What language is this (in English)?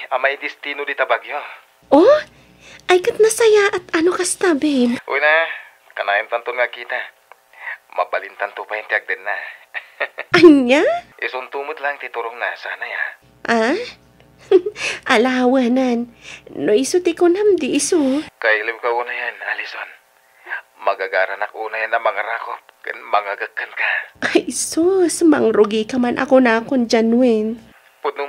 Iloko